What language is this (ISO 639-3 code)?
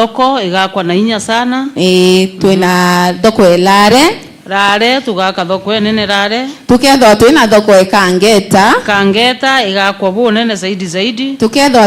mer